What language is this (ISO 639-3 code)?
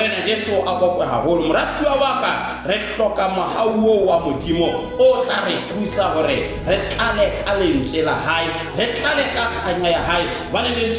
sot